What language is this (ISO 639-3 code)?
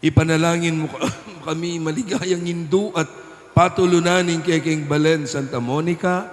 pam